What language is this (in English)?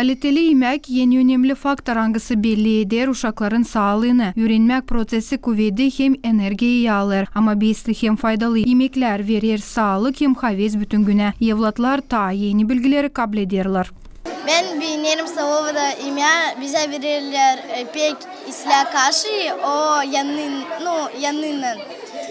Gagauz